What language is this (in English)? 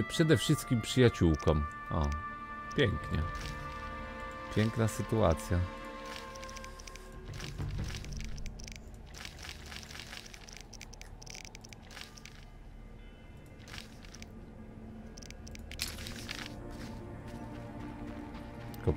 Polish